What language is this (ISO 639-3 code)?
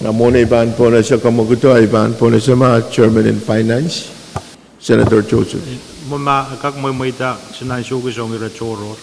pon